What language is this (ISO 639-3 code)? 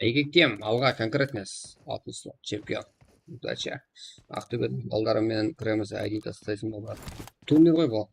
kaa